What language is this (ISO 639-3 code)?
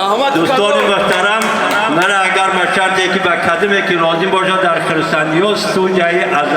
tgk